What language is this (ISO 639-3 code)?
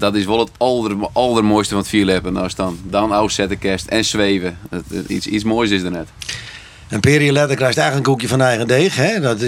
fry